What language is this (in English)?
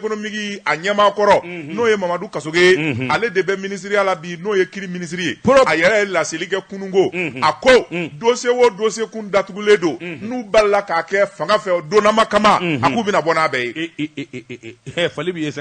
Bambara